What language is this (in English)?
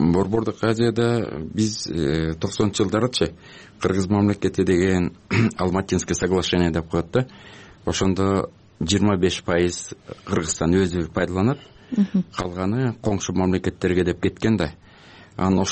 Kyrgyz